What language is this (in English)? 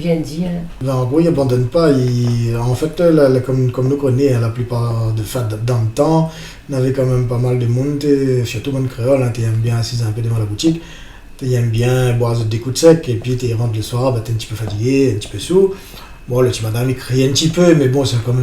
Réunion Creole French